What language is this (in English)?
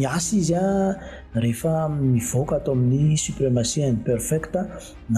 Malagasy